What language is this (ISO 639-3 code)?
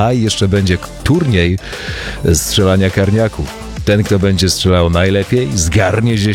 pol